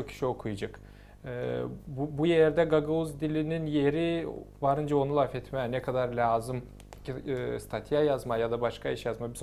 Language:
Gagauz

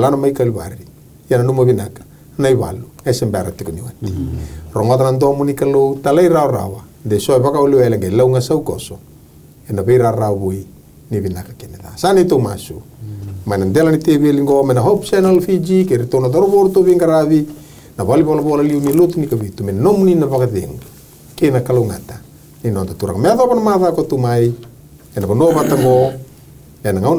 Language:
Fijian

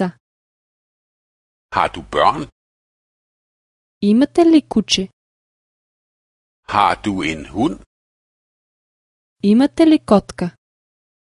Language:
Bulgarian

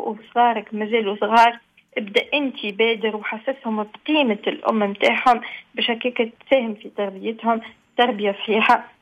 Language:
Tunisian Arabic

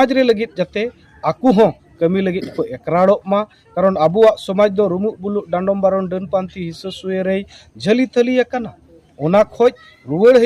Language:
Santali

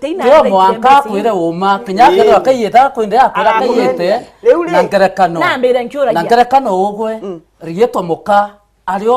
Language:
Meru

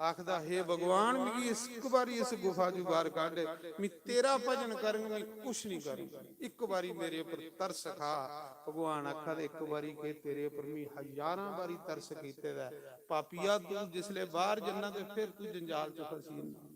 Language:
Dogri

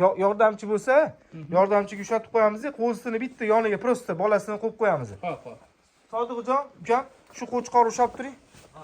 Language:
Uzbek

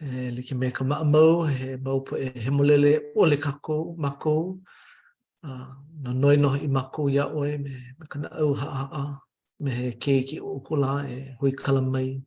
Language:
Hawaiian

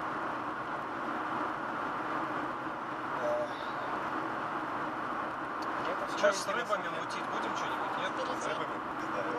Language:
Russian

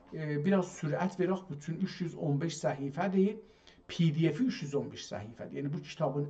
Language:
South Azerbaijani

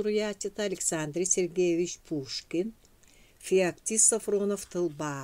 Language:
Yakut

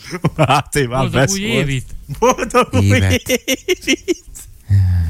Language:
Hungarian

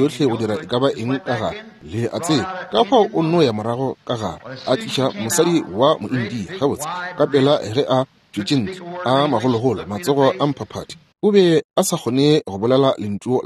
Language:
Northern Sotho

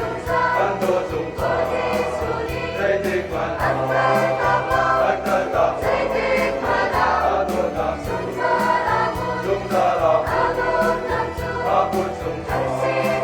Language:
Hakha Chin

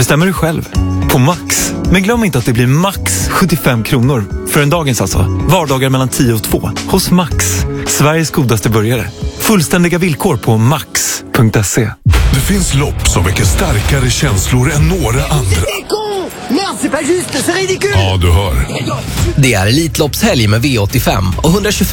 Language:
Swedish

